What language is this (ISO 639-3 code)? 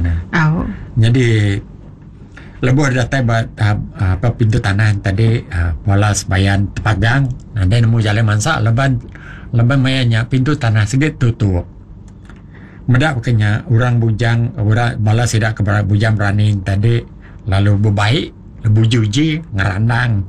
iba